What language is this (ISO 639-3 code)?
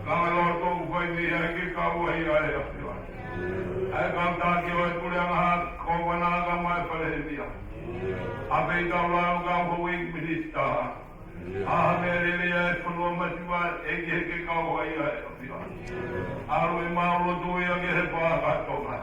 ton